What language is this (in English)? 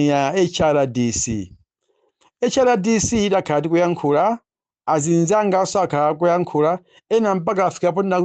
Nyanja